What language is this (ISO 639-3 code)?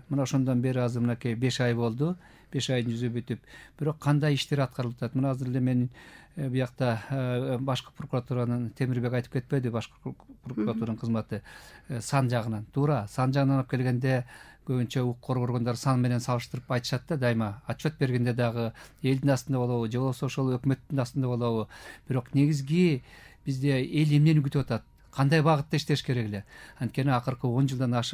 kir